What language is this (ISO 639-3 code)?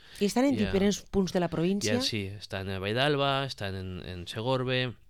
cat